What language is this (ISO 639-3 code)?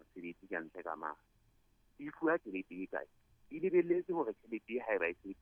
sot